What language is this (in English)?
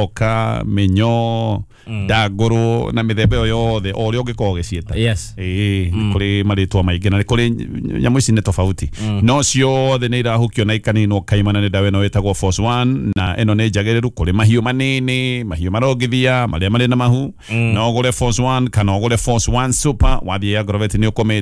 Kikuyu